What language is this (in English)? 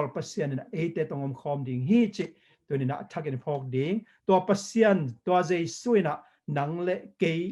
Tedim Chin